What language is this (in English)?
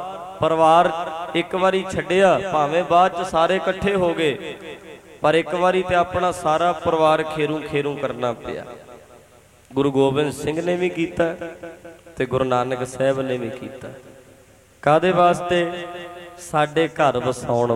Punjabi